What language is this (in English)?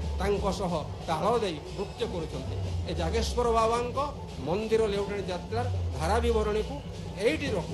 Odia